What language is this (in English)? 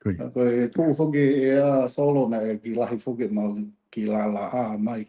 Tongan